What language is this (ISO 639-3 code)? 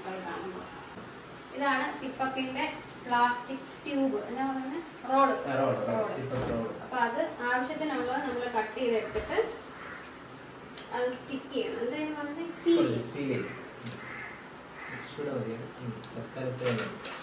mal